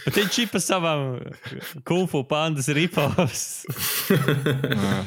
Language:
Latvian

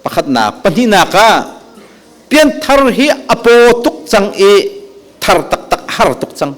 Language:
Hakha Chin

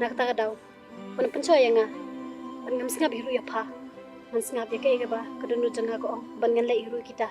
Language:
Khasi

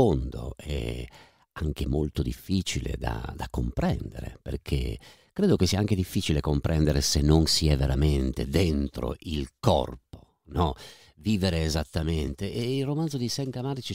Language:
Italian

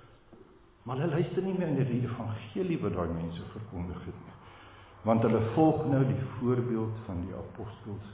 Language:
Afrikaans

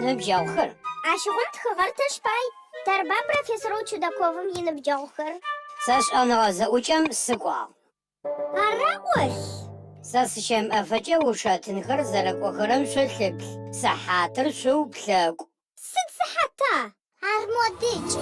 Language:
Adyghe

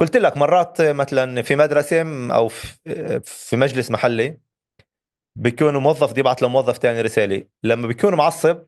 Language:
North Levantine Arabic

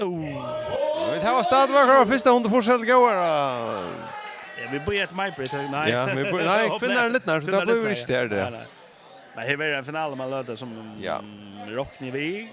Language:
Faroese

